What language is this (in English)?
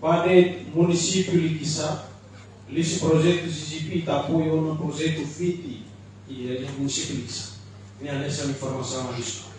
Tetum